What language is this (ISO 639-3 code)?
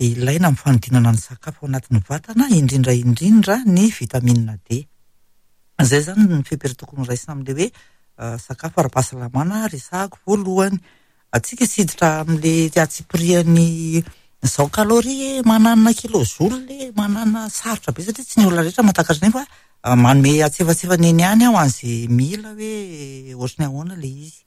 mlg